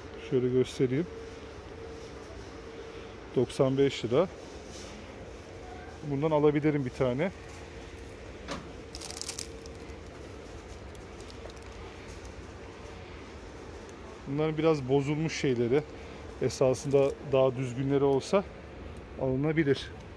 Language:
Turkish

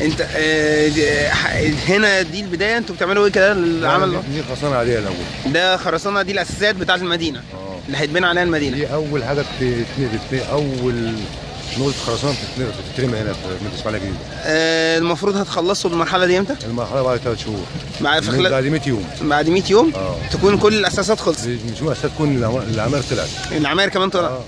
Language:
Egyptian Arabic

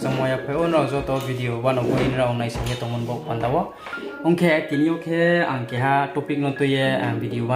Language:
Riang (India)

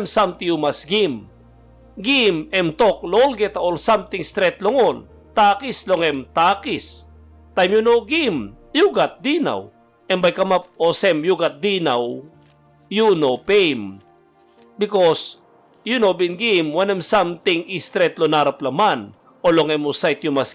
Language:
Tok Pisin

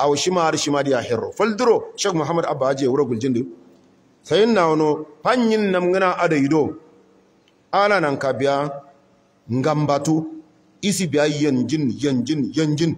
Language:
Hausa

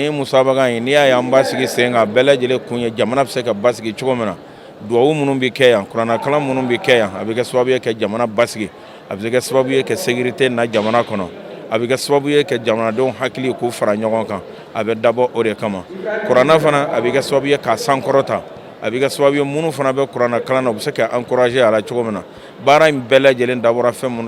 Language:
Bambara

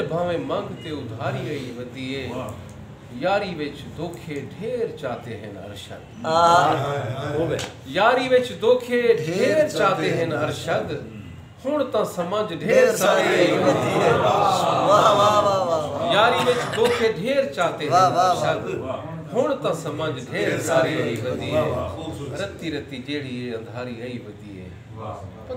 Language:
Saraiki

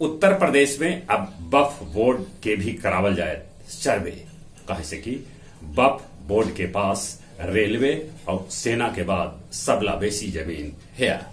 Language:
Magahi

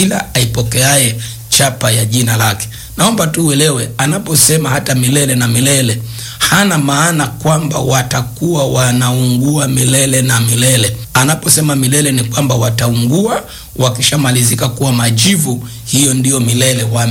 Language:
Swahili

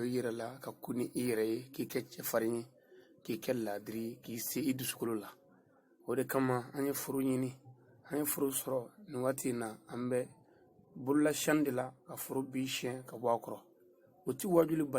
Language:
Bambara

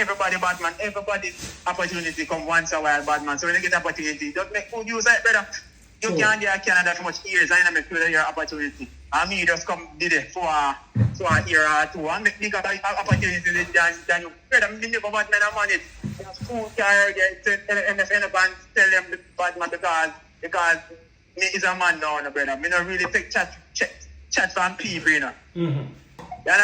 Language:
Jamaican Creole English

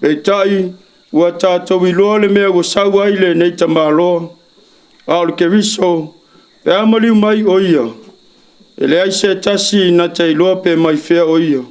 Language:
Samoan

